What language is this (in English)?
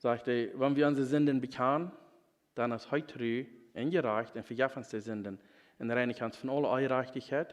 Plautdietsch